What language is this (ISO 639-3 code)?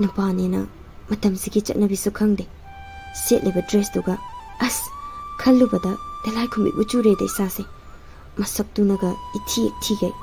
mni